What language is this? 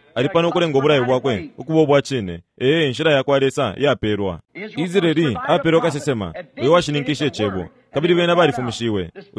Bemba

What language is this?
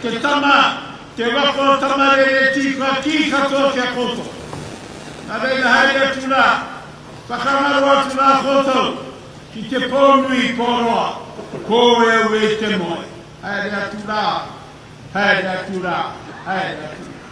Māori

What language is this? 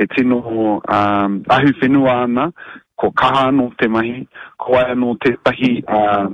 Māori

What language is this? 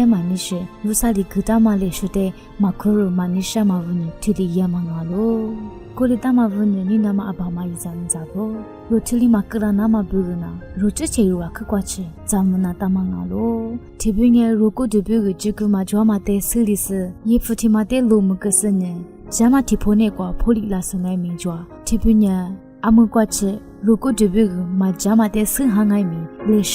Lisu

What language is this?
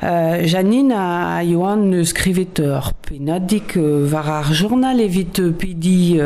Breton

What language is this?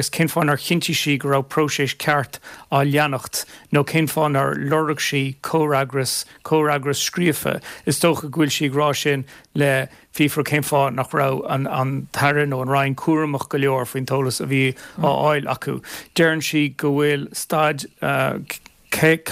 Irish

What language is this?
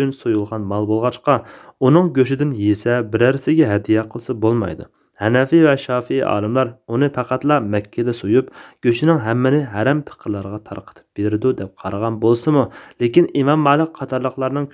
Uyghur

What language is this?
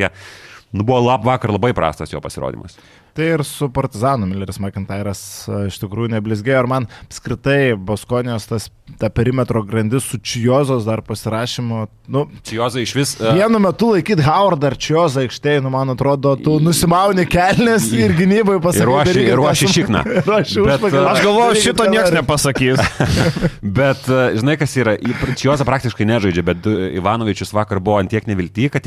Lithuanian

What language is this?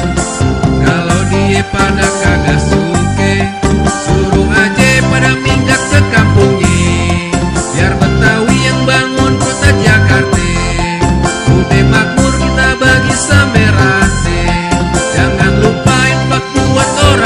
Betawi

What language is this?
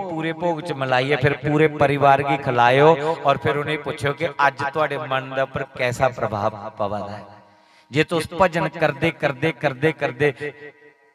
Dogri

